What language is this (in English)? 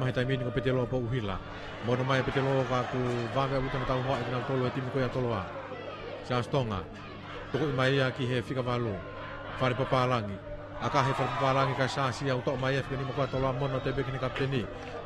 Tongan